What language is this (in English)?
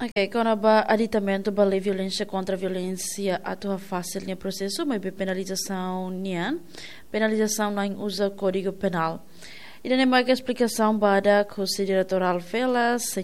Tetum